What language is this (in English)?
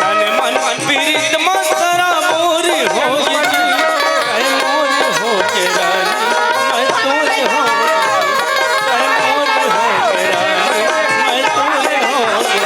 Chhattisgarhi